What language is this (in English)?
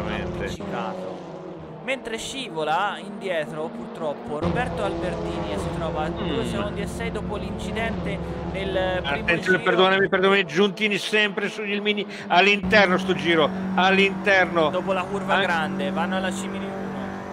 Italian